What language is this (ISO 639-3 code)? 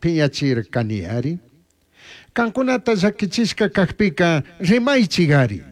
qug